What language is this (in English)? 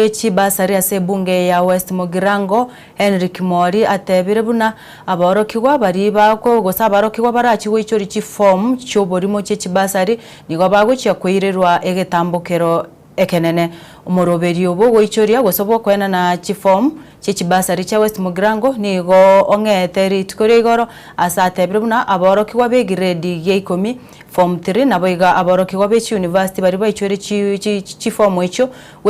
Gusii